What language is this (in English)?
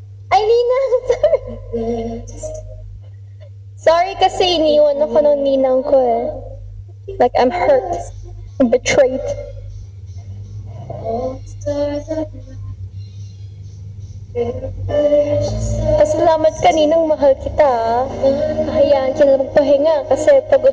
Filipino